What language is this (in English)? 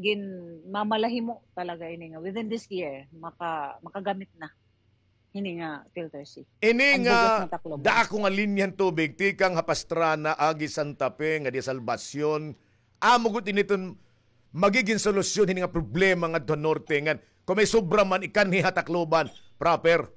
Waray